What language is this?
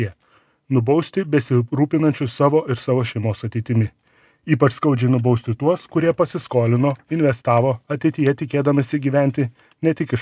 Lithuanian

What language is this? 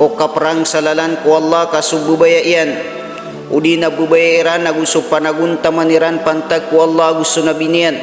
Maranao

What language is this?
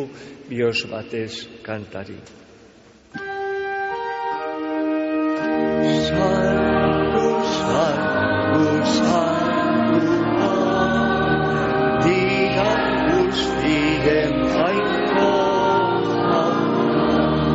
Basque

